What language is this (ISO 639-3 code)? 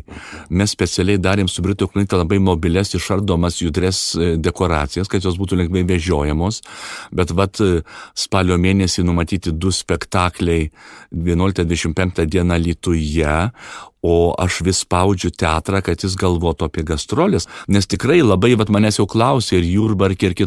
lit